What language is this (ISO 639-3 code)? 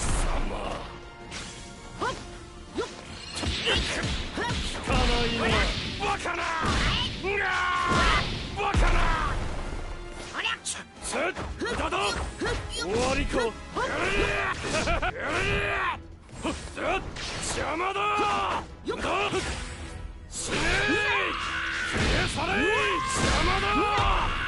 jpn